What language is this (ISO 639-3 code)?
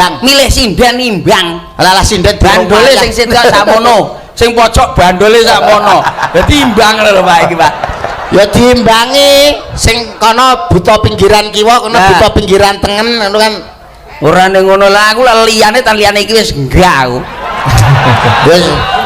jav